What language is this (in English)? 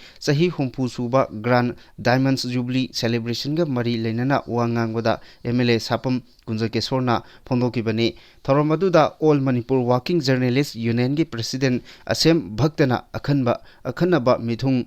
Manipuri